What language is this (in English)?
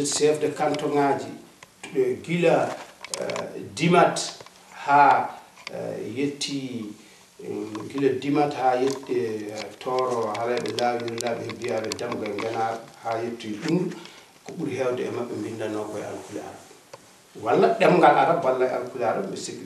Fula